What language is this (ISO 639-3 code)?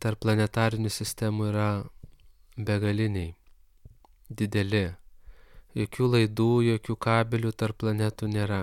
lit